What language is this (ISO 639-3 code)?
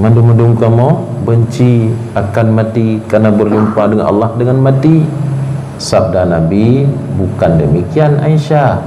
ace